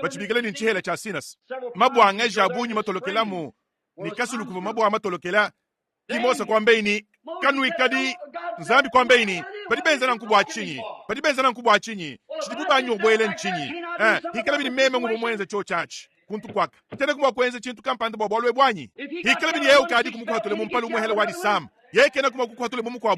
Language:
Luba-Lulua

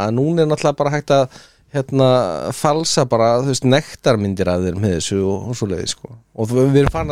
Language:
Icelandic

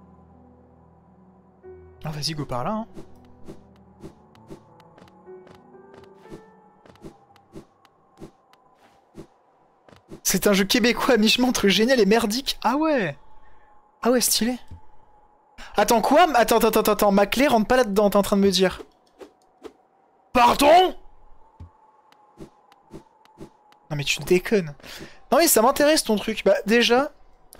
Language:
French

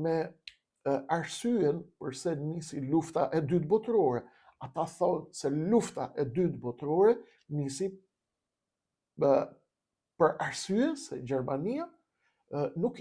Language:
Albanian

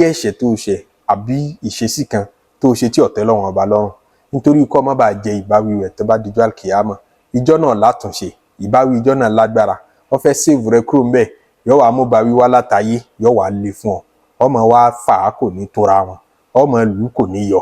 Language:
Yoruba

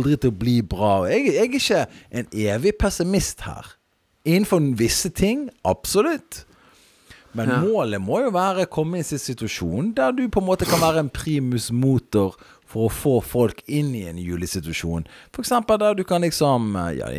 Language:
Norwegian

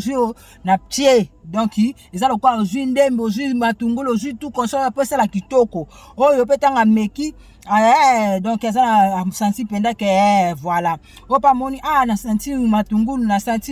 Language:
Lingala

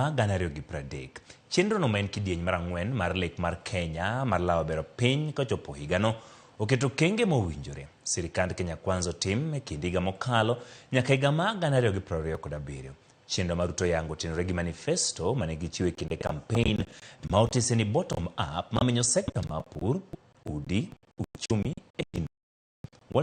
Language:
Luo (Kenya and Tanzania)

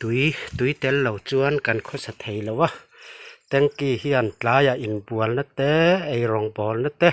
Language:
Mizo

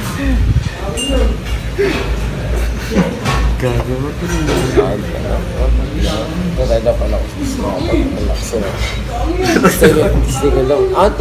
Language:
Filipino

